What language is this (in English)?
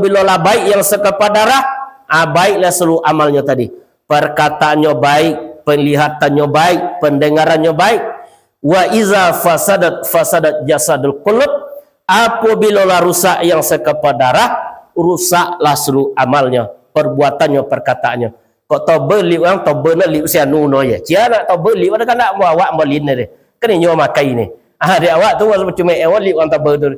Minangkabau